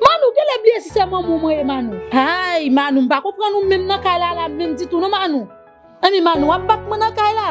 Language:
Haitian Creole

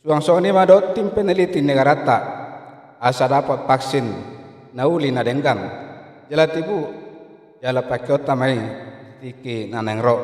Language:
Batak Toba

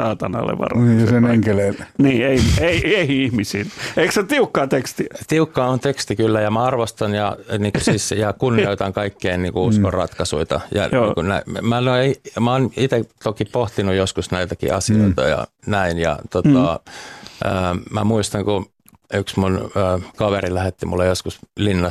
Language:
Finnish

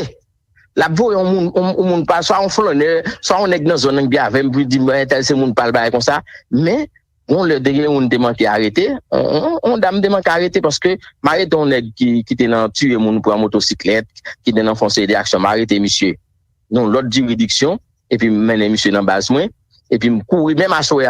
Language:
Haitian Creole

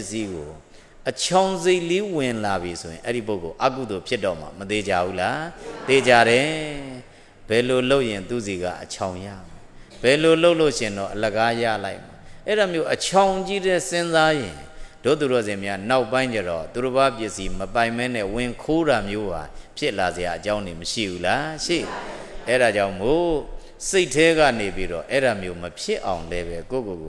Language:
Burmese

